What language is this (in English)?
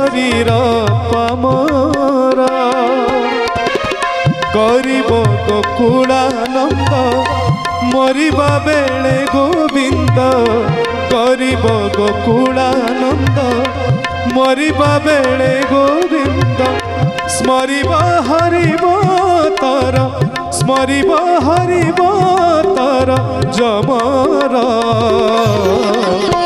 Odia